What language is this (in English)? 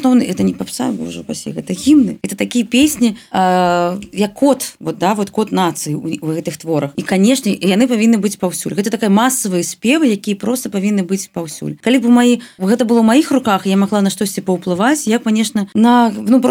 Belarusian